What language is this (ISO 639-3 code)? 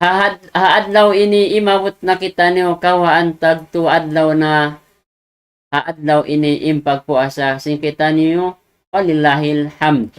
tsg